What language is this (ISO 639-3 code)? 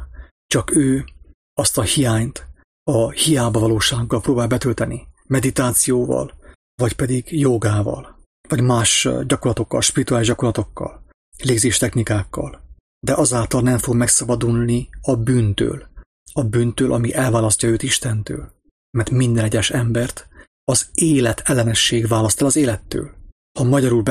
hun